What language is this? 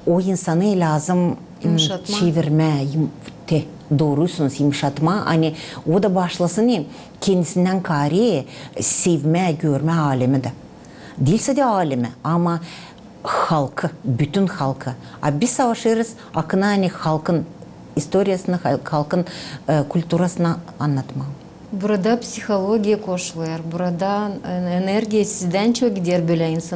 Gagauz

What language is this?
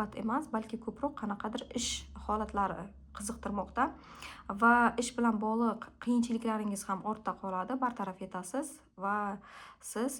Uzbek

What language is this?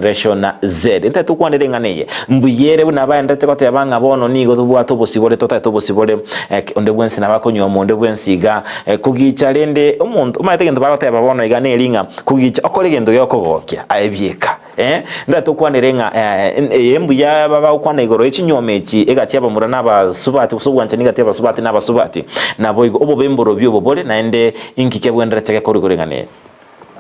Gusii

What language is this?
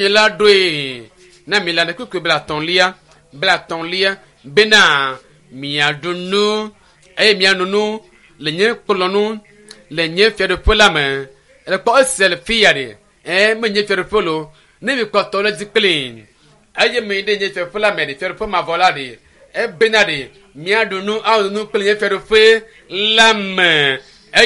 Ewe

